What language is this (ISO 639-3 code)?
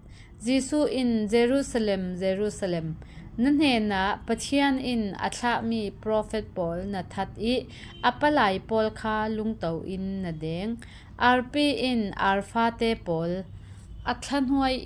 cfm